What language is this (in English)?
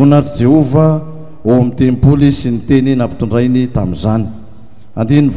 Malagasy